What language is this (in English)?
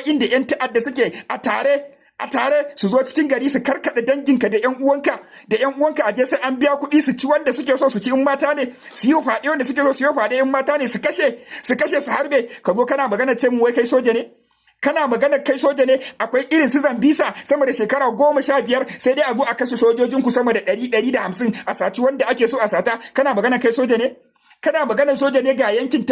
Hausa